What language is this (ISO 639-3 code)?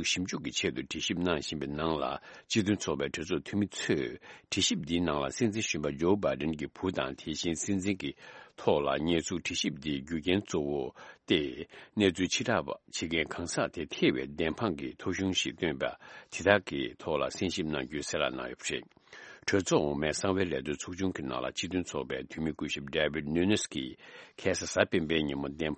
bod